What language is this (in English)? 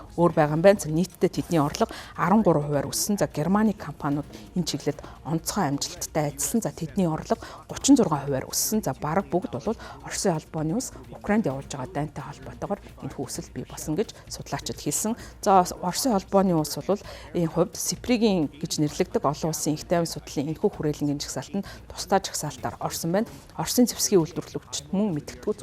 Mongolian